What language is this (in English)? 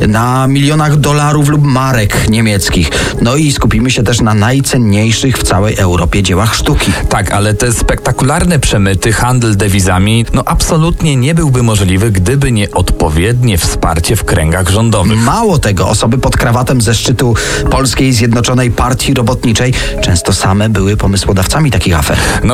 Polish